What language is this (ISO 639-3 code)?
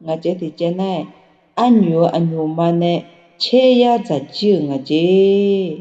ahk